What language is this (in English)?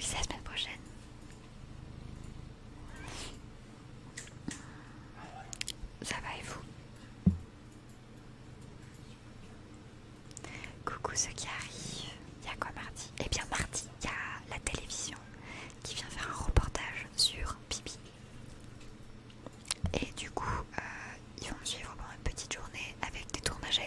French